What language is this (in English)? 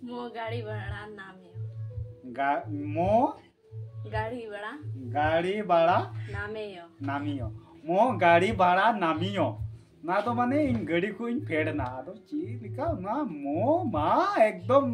Santali